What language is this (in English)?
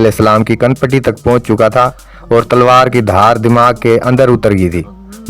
Haryanvi